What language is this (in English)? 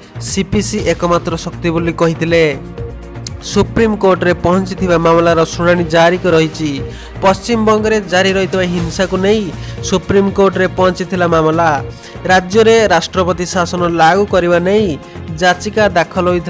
Odia